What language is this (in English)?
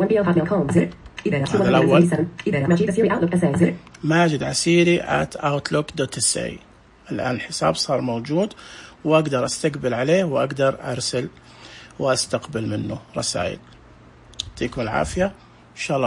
Najdi Arabic